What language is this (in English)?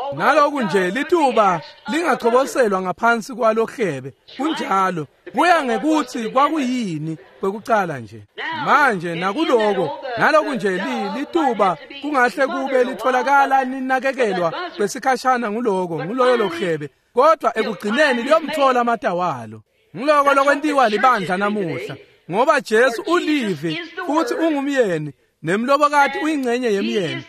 Swati